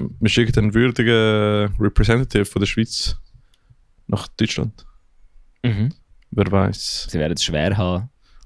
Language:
Swiss German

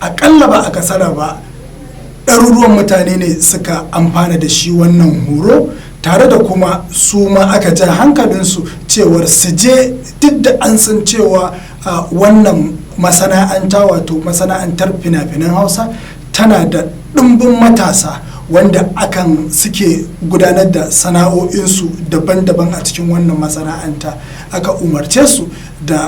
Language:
Hausa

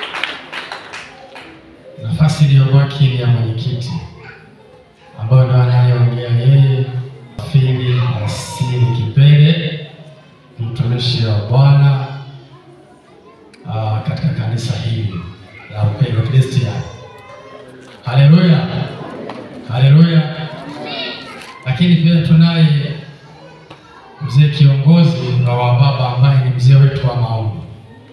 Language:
Swahili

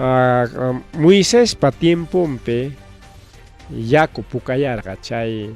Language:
Ayacucho Quechua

